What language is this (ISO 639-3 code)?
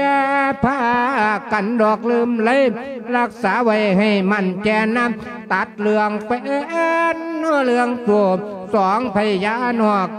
lao